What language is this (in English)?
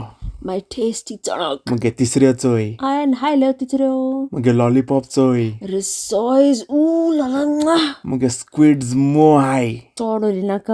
Konkani